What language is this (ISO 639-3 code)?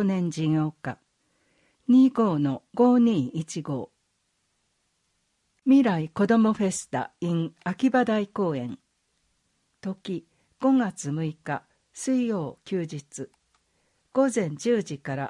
jpn